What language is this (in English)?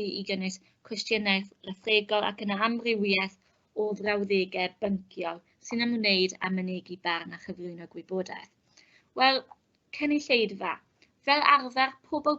Welsh